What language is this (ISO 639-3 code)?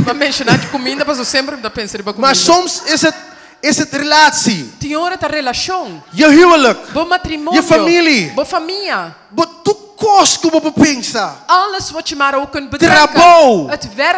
pap